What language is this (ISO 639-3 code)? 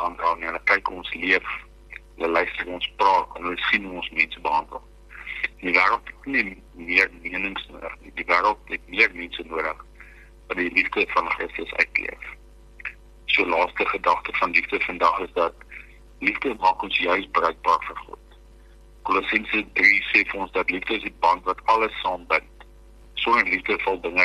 afr